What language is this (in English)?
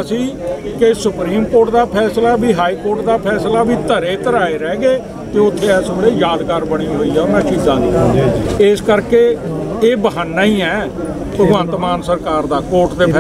Punjabi